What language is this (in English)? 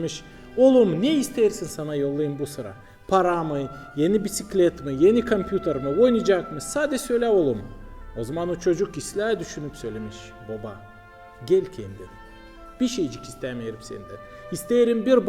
Gagauz